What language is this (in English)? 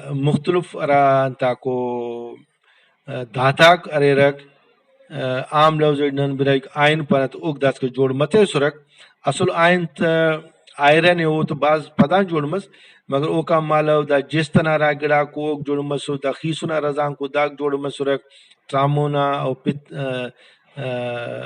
Brahui